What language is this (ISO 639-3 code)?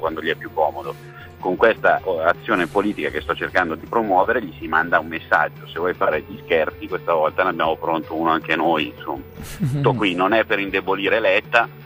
ita